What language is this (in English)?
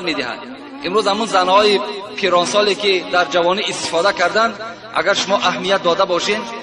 Tajik